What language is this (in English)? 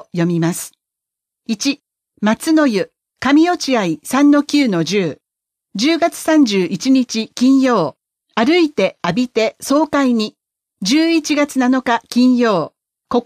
Japanese